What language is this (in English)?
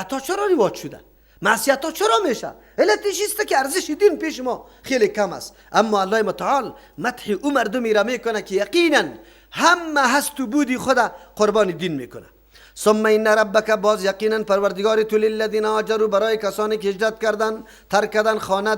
Persian